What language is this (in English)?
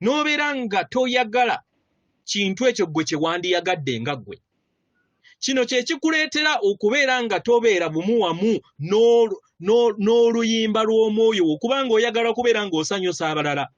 Ganda